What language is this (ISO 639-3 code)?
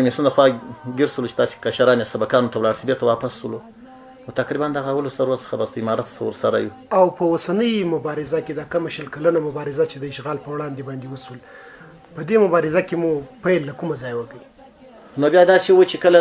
pus